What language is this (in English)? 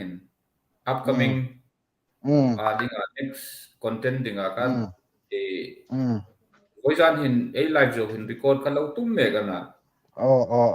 Hmar